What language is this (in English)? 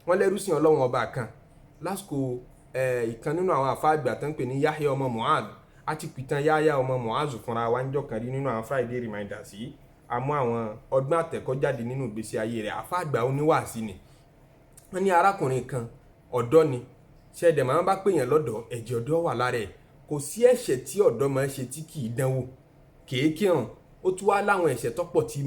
Yoruba